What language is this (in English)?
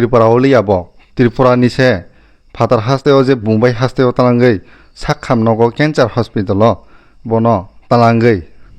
Kok Borok